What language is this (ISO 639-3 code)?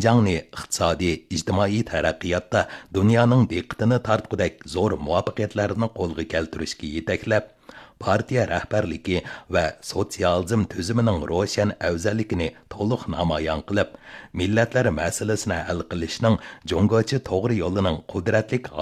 uig